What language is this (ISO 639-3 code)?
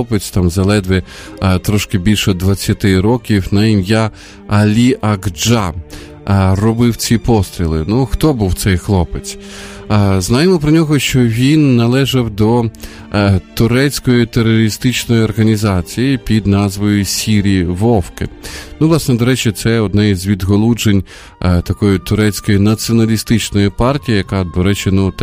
ukr